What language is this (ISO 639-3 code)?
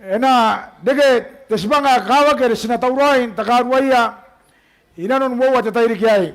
gil